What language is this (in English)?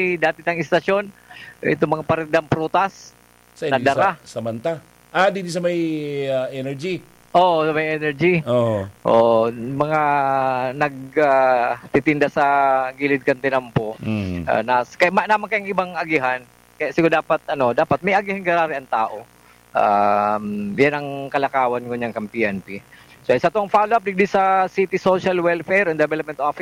Bikol